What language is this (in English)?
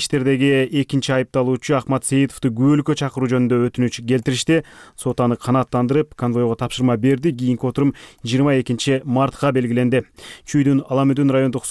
Kyrgyz